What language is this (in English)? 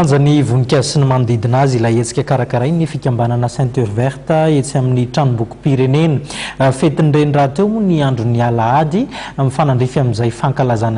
Malagasy